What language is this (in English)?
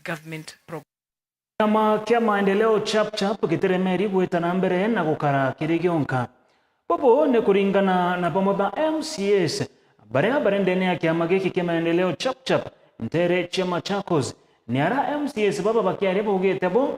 Meru